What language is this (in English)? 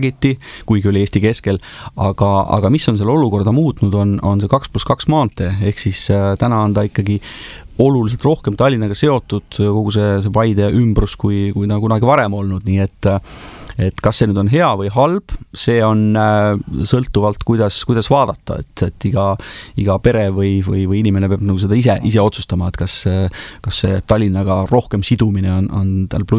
Estonian